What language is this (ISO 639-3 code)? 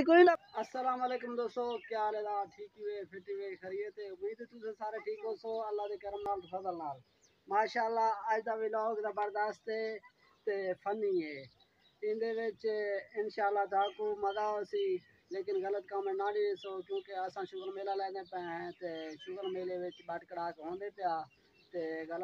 skr